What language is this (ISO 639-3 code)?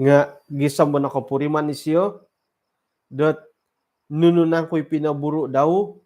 dtp